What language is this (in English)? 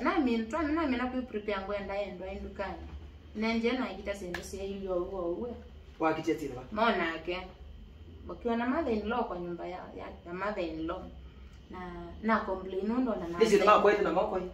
Kamba